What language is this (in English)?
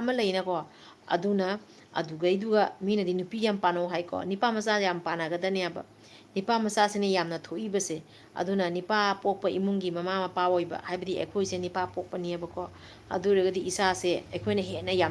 Manipuri